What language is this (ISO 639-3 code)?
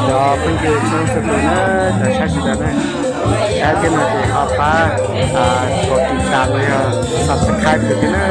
hmn